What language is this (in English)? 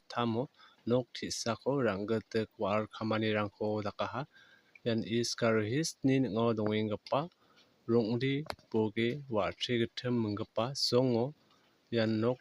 Garo